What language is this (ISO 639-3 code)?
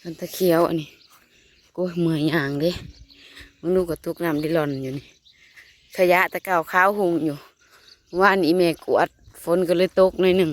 tts